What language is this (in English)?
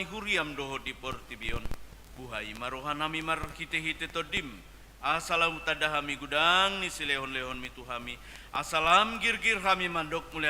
Batak Toba